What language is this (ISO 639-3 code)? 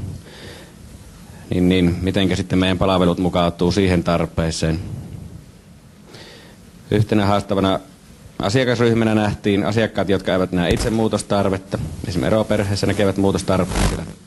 fin